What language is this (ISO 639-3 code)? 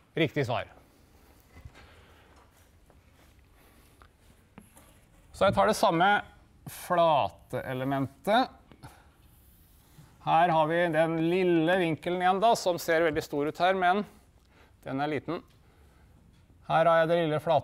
nor